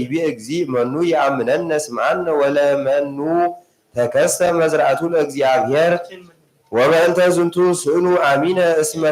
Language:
Geez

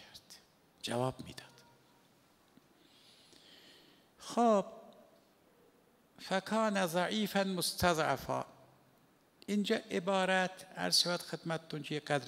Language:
Persian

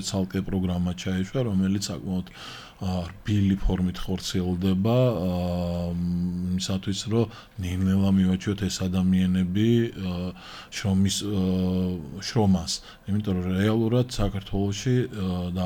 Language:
Georgian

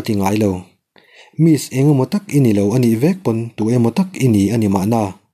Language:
Mizo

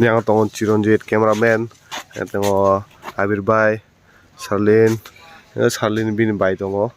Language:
Kok Borok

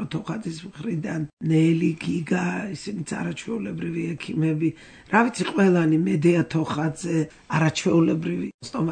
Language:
Georgian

